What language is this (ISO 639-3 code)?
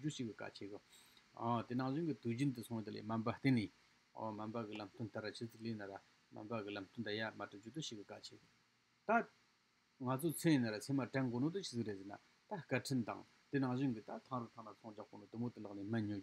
bod